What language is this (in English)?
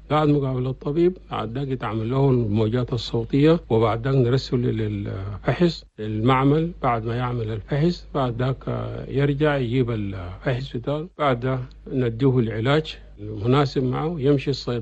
Chadian Arabic